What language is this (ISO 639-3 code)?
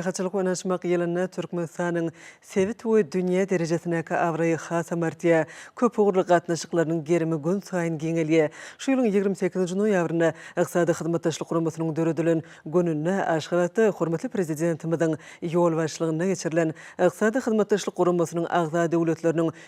tuk